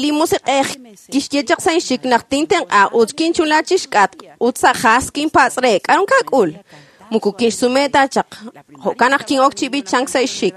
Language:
Kekchí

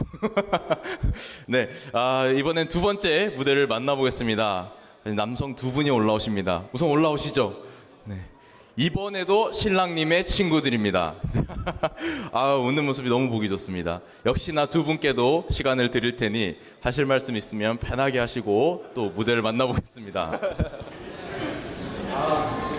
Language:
Korean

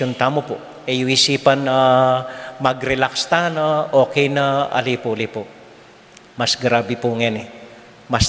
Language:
Pampanga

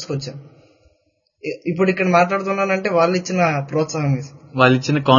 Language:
Telugu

